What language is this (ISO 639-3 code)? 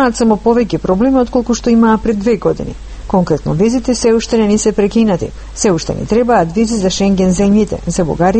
mkd